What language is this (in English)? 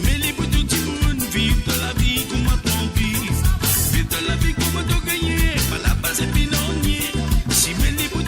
Morisyen